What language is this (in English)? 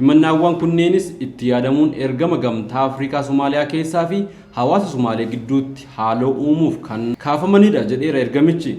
Oromo